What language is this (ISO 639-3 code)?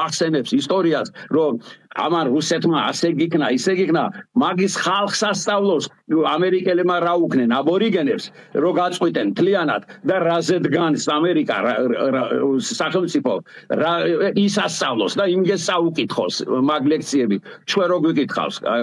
kat